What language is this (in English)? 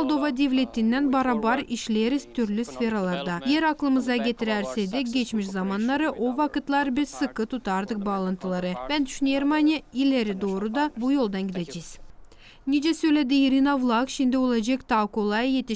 Gagauz